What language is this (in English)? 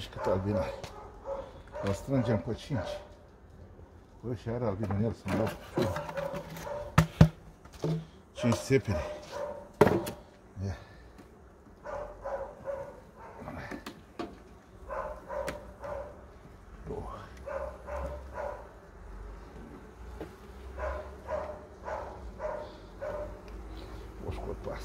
Romanian